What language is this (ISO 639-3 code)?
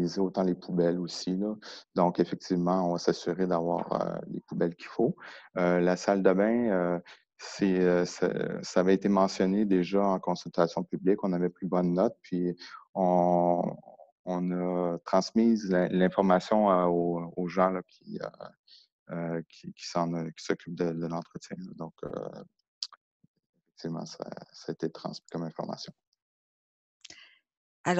fra